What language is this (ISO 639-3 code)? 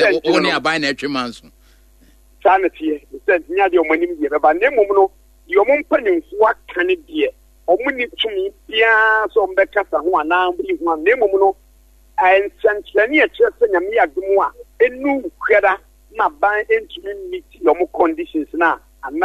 aka